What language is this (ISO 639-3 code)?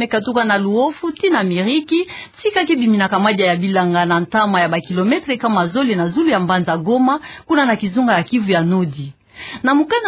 ktu